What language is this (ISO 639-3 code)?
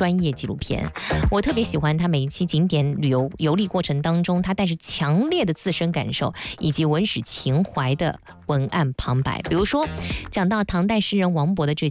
zho